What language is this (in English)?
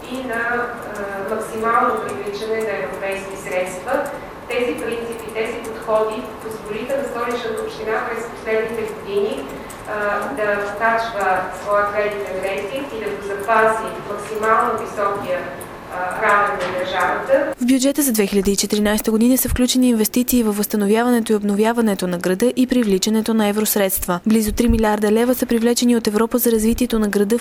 Bulgarian